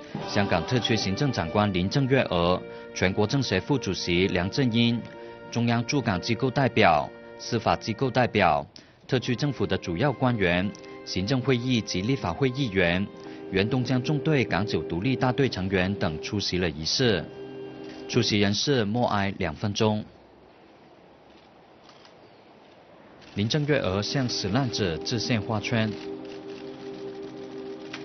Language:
Chinese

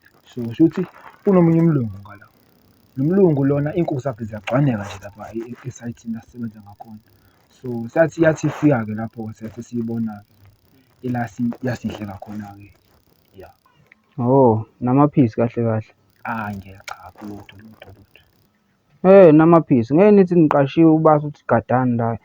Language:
Zulu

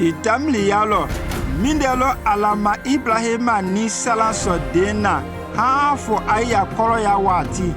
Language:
Konyanka Maninka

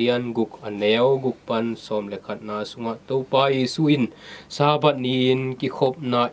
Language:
Tedim Chin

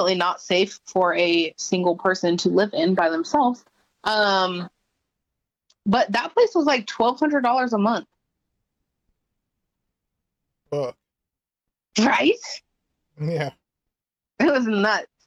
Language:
English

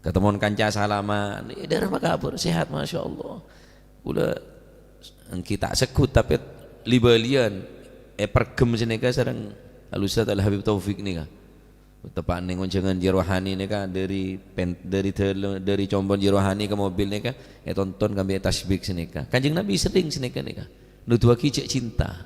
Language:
Madurese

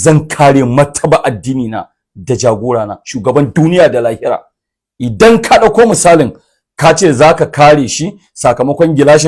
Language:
Hausa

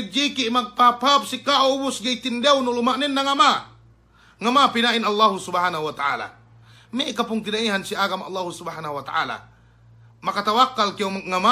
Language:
Yakan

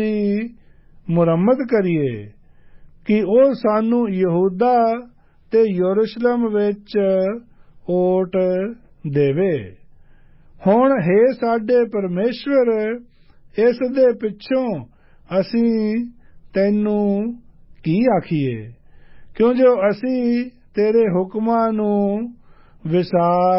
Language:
Punjabi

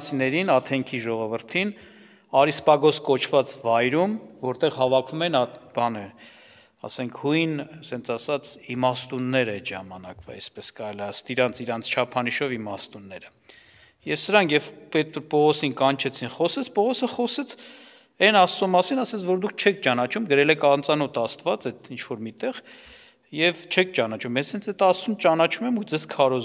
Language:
Armenian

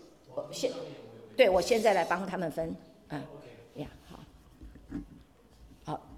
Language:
Chinese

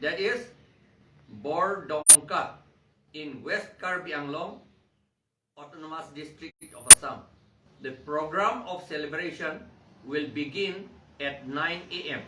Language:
Karbi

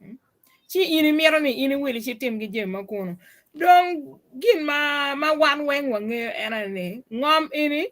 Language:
Acoli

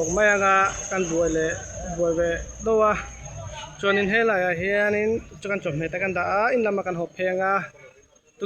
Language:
Mizo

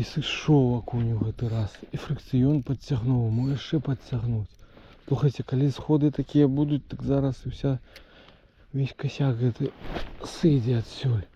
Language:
Belarusian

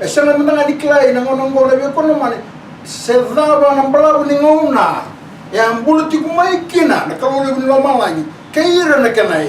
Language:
Fijian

